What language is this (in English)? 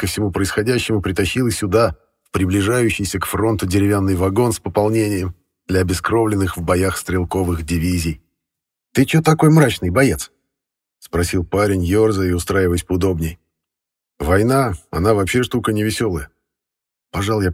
Russian